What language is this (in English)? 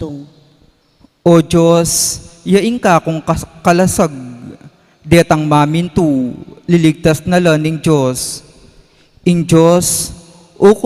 Pampanga